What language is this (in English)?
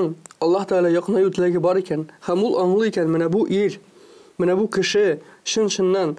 Tatar